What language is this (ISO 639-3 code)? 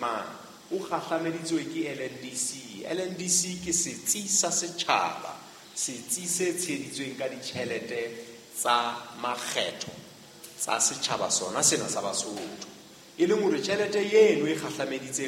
sot